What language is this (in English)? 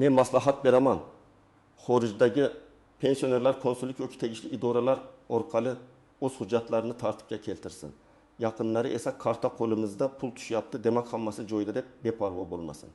Uzbek